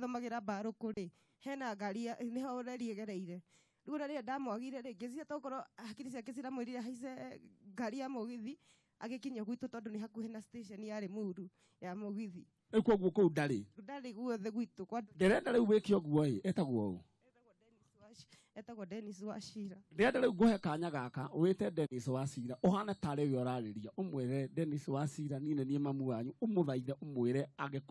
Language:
Kikuyu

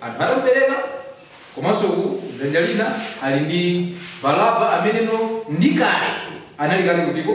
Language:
Nyanja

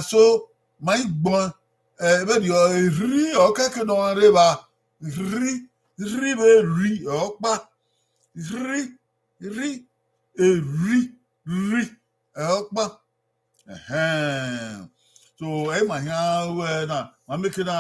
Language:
Bini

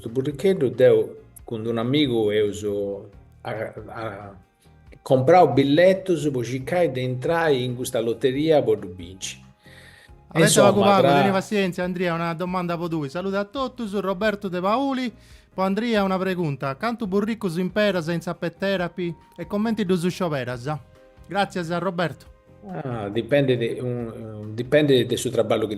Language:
Sardinian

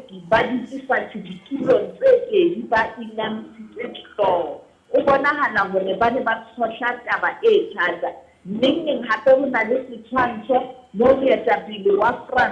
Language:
Southern Sotho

